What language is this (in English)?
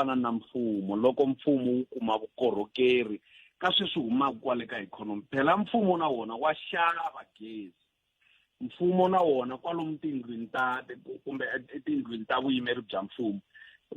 Tsonga